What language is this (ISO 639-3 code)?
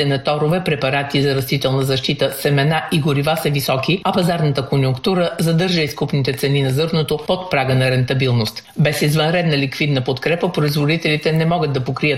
bul